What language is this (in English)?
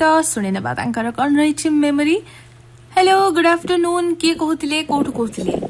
Odia